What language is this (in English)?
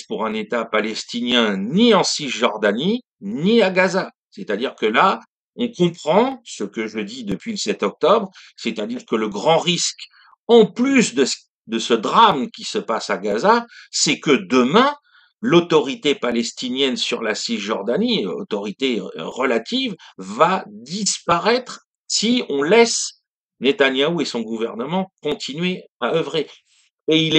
French